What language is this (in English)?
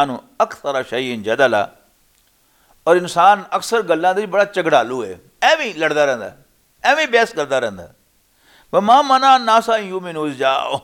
Western Panjabi